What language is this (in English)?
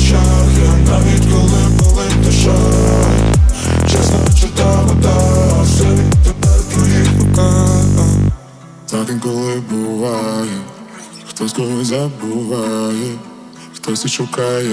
Ukrainian